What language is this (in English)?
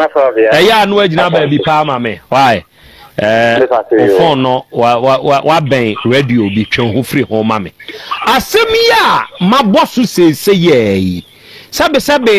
Akan